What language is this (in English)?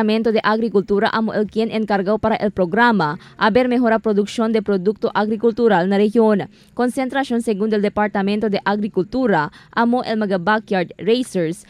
Chavacano